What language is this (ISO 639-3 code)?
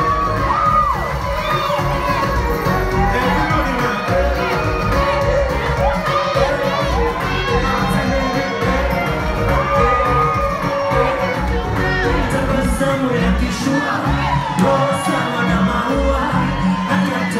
swa